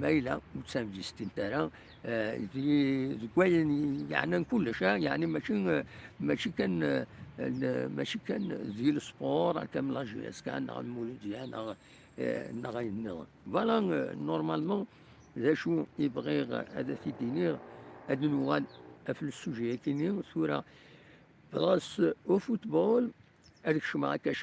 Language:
Kabyle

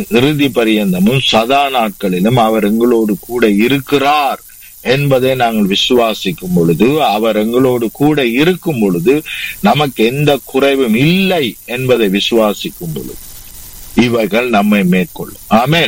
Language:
Tamil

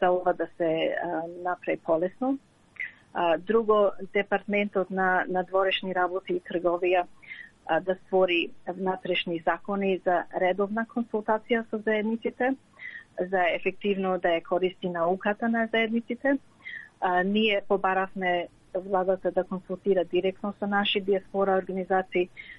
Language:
Macedonian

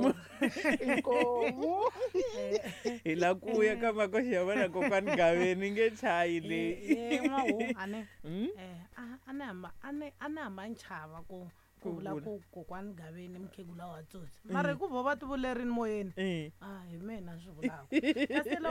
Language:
Tsonga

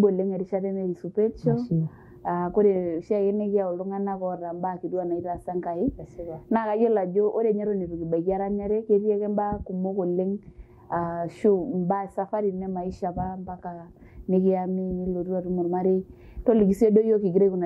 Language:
Masai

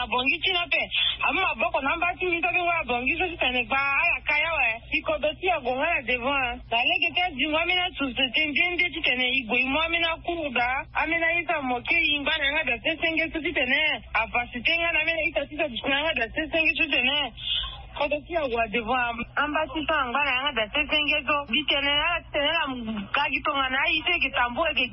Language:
Sango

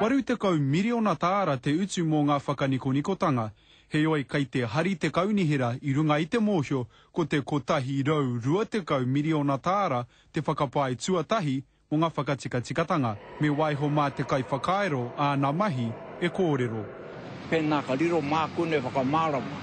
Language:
Māori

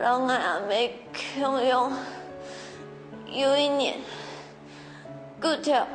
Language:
Hakka Chinese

